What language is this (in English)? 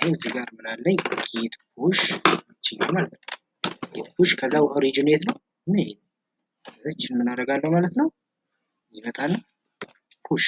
Amharic